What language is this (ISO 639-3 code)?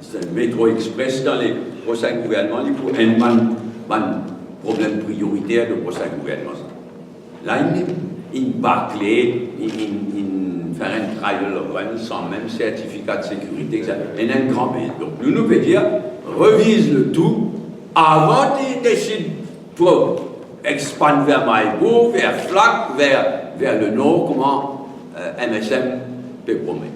mfe